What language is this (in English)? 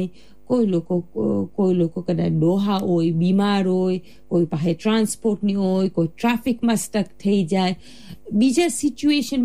Gujarati